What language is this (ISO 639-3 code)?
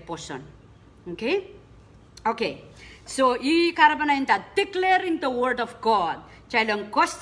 pon